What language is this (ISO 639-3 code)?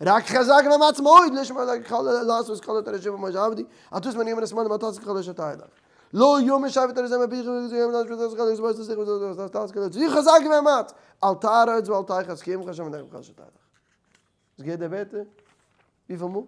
yid